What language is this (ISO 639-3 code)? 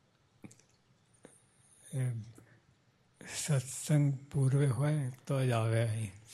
guj